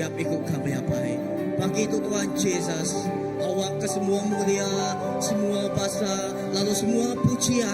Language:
Iban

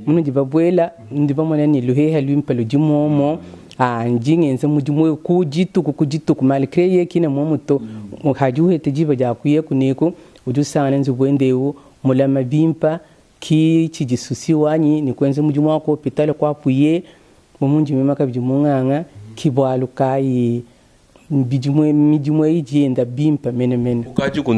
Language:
Luba-Lulua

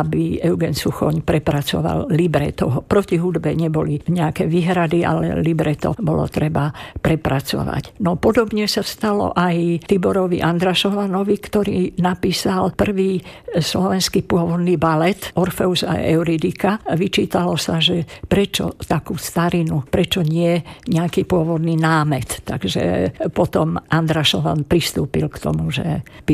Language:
Slovak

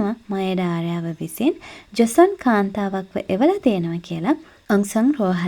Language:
Sinhala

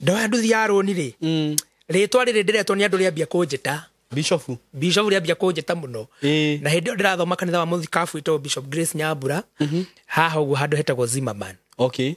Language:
Kikuyu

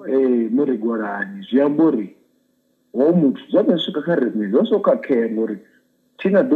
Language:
Venda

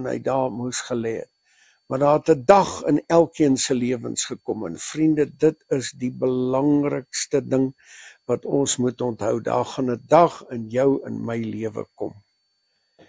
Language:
Afrikaans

